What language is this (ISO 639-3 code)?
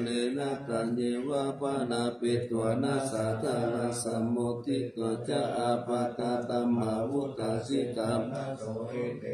pli